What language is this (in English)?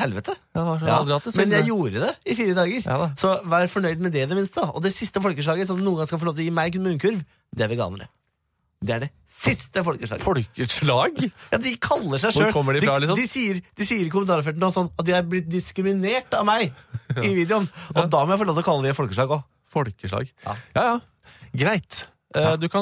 Norwegian